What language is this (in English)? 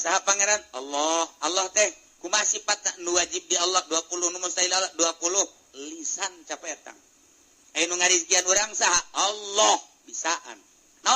Sundanese